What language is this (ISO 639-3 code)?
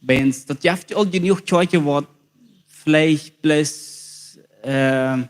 pdt